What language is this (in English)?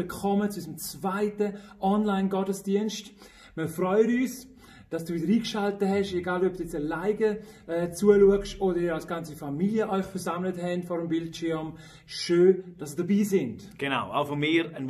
Swiss German